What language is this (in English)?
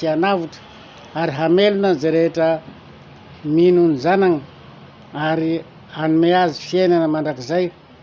Malagasy